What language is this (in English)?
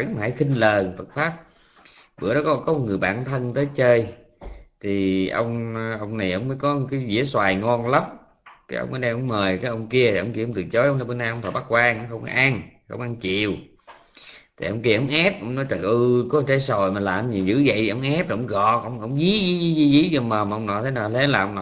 Vietnamese